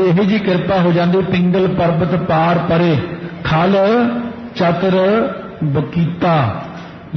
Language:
Punjabi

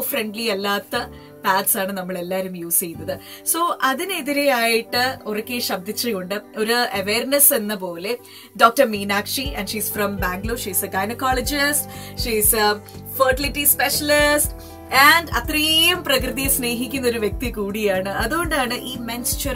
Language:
Malayalam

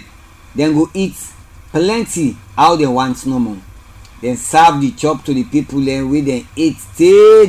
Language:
Krio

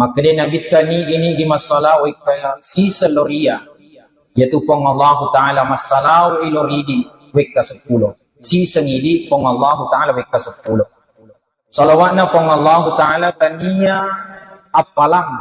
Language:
Buginese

